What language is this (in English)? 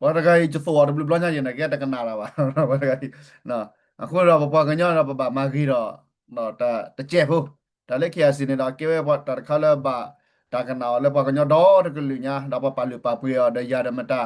S'gaw Karen